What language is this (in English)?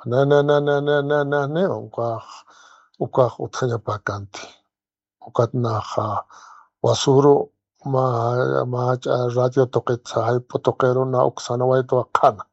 Aymara